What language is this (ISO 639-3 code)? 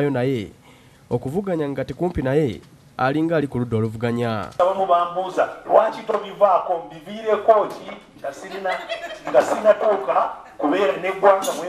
lug